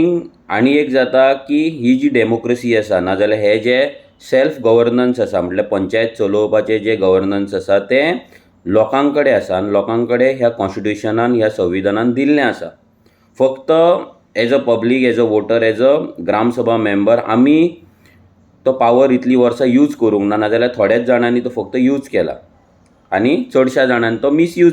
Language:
Konkani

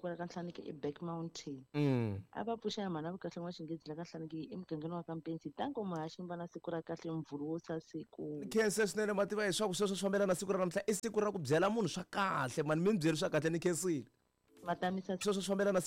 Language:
Tsonga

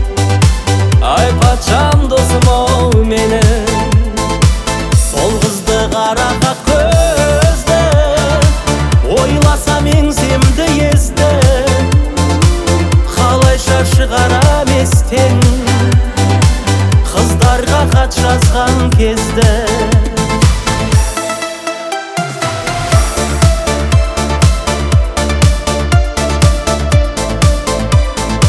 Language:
Kazakh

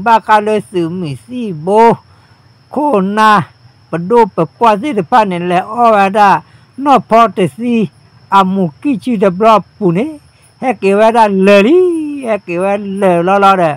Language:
S'gaw Karen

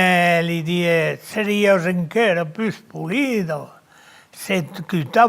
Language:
Occitan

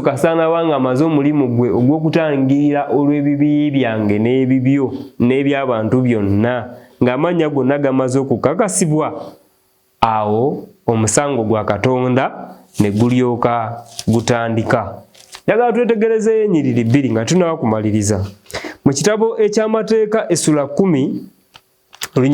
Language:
Ganda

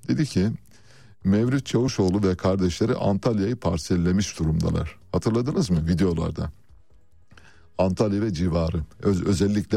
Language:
Turkish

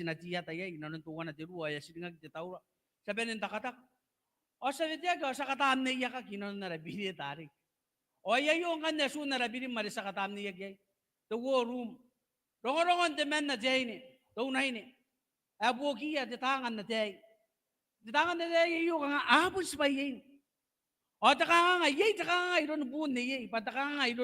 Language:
Gilbertese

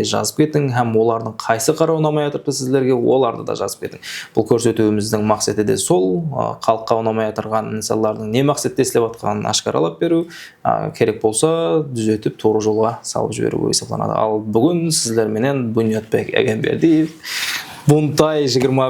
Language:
Kara-Kalpak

